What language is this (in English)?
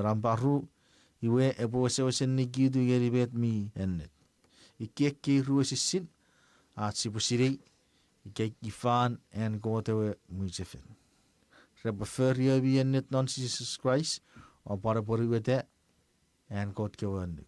Chuukese